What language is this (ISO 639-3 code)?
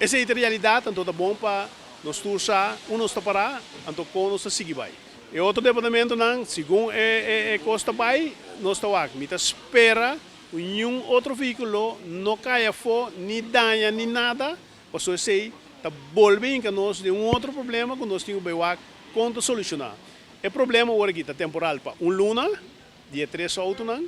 pap